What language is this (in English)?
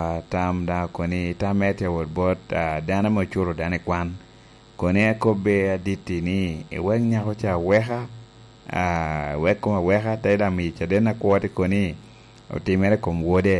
Lango (Uganda)